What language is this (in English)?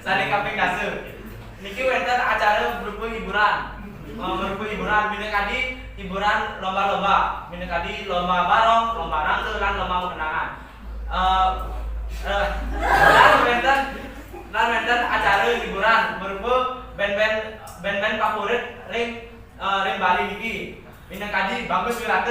Balinese